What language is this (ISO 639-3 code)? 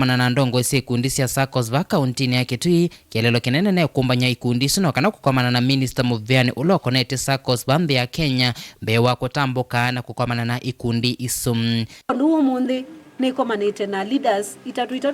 kam